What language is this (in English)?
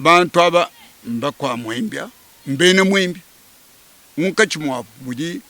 Luba-Lulua